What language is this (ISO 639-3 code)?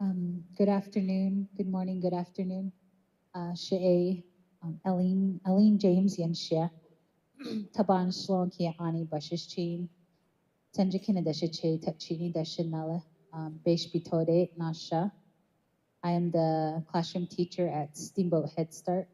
nav